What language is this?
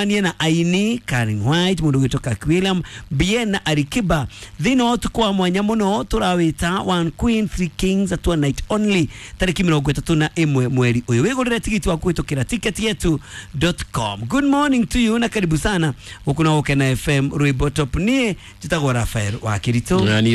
Kikuyu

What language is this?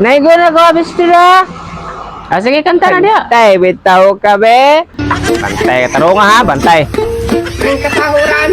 Cebuano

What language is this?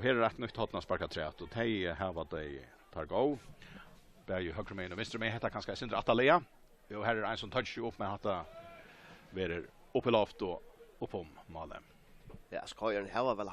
Faroese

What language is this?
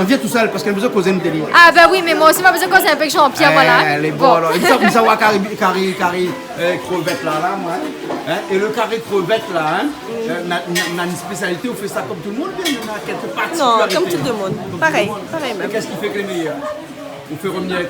Réunion Creole French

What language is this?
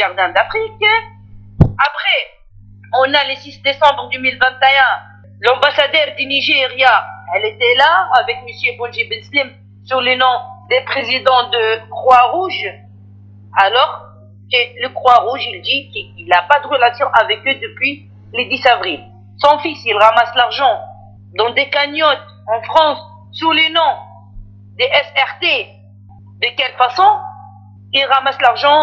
French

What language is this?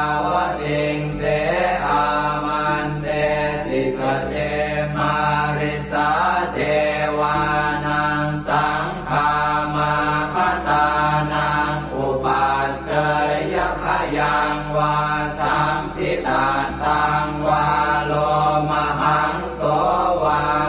Pali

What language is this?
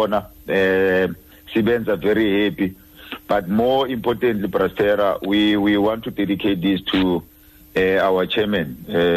Xhosa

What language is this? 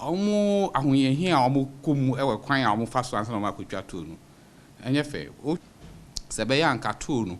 Akan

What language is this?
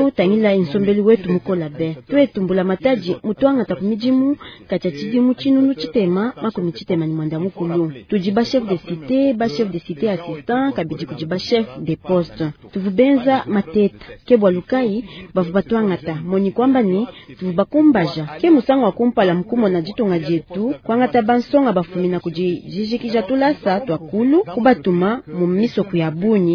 Luba-Lulua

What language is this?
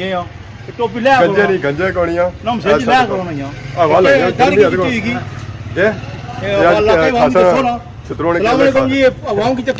Pahari-Potwari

